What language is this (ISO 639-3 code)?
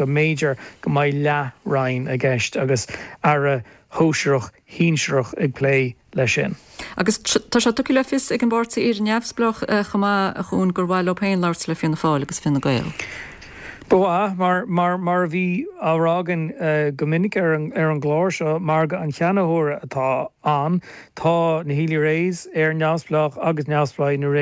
gle